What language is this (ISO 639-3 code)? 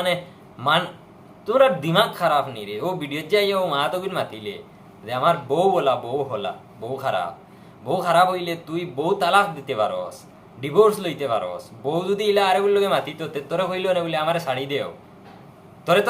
syl